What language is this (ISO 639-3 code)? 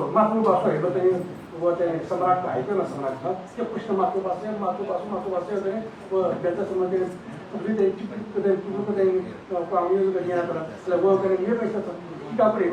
new